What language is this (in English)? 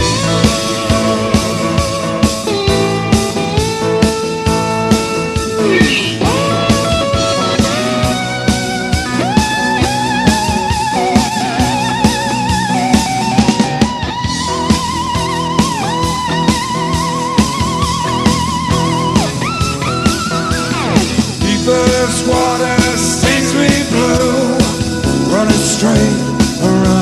English